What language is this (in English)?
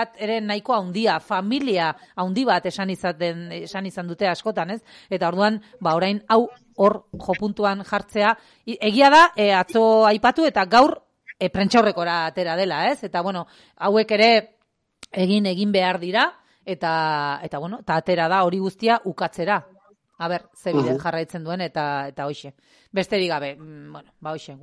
Basque